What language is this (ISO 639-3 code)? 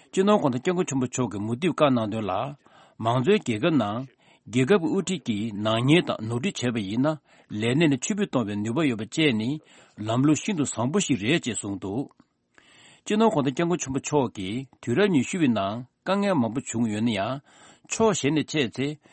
bod